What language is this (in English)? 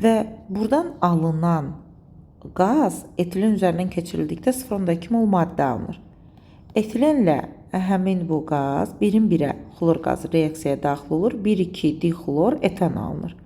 Azerbaijani